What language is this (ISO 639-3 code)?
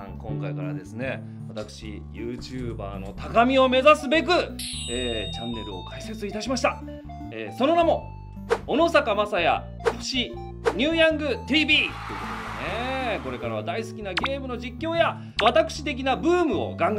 jpn